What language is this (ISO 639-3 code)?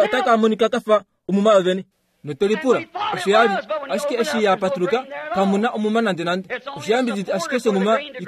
kua